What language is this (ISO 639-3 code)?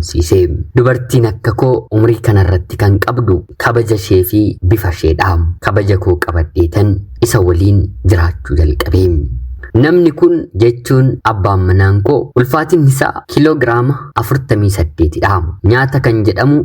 orm